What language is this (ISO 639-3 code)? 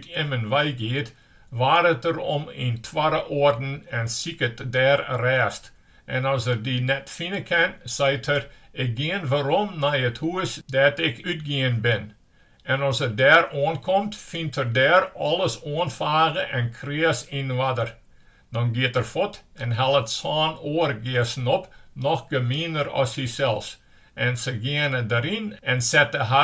fry